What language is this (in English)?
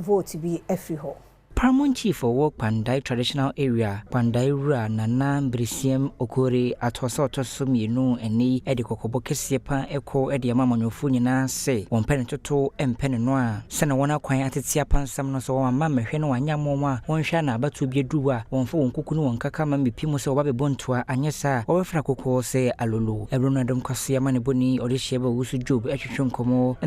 Akan